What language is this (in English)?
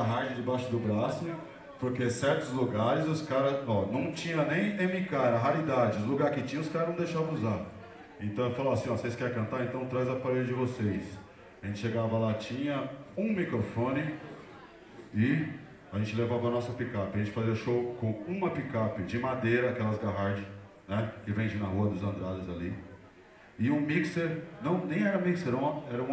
Portuguese